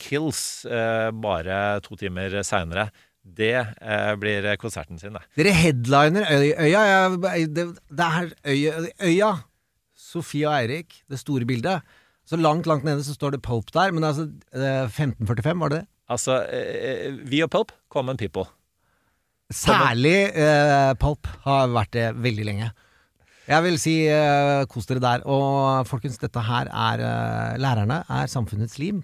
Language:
Norwegian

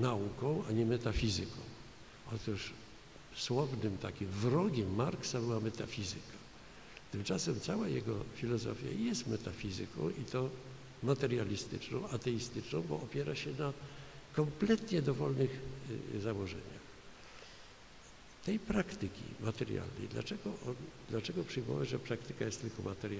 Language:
Polish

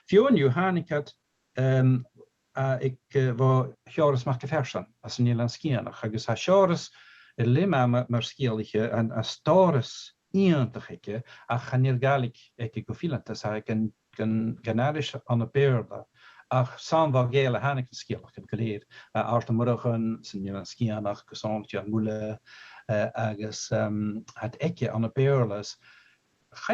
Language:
Scottish Gaelic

